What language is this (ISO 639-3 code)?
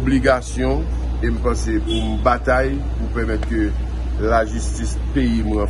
hat